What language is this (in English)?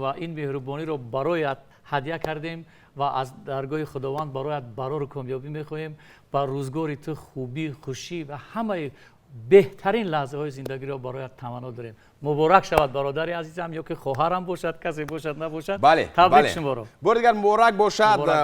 Tajik